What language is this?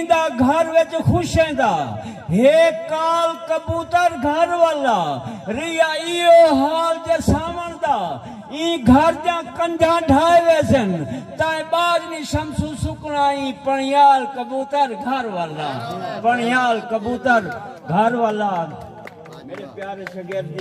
Saraiki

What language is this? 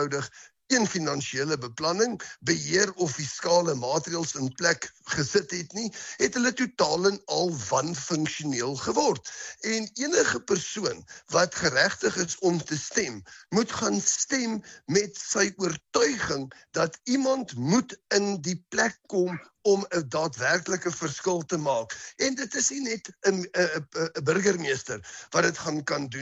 Afrikaans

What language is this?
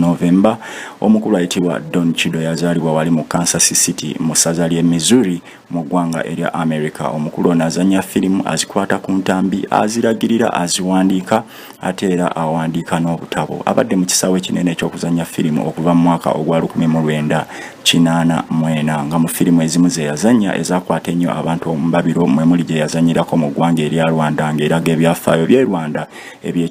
Ganda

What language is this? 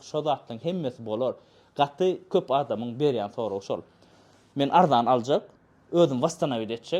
Turkmen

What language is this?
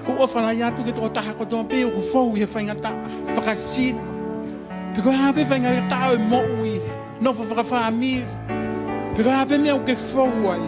Tongan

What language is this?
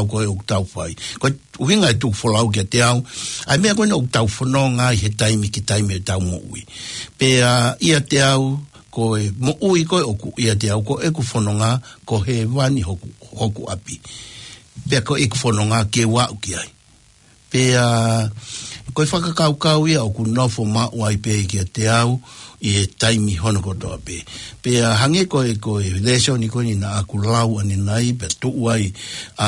Tongan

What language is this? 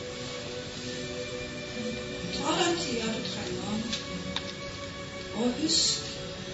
Norwegian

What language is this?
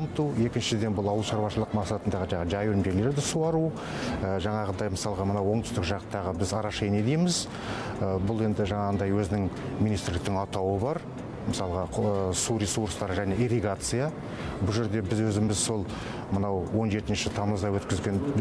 Kazakh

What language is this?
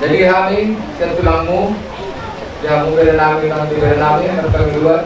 Batak Toba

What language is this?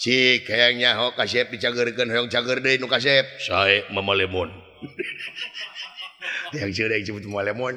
Sundanese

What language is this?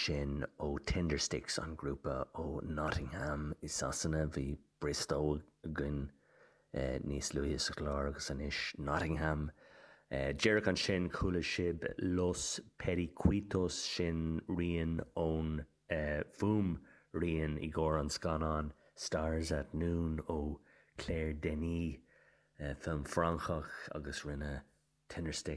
Irish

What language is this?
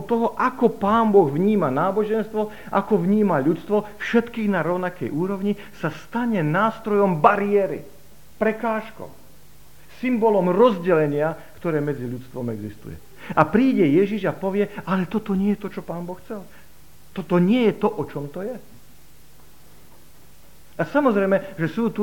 Slovak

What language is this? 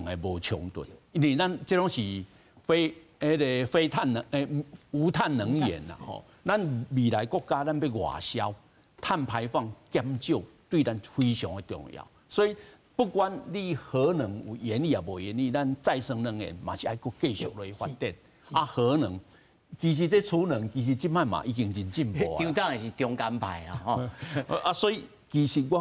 Min Nan Chinese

